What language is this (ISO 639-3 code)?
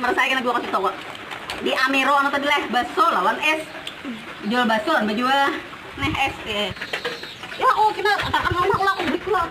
bjn